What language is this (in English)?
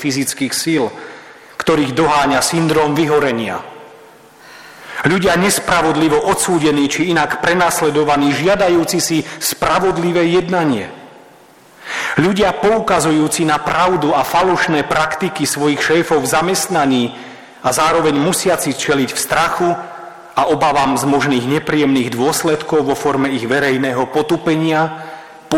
Slovak